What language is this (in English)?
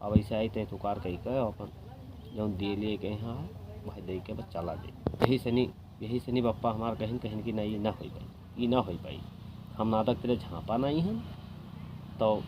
Awadhi